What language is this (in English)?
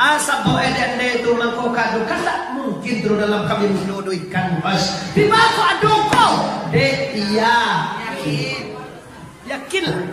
Minangkabau